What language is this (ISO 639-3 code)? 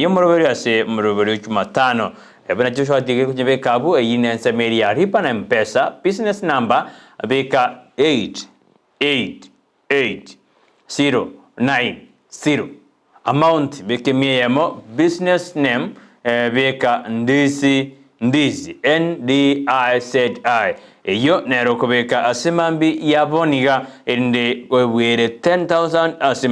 guz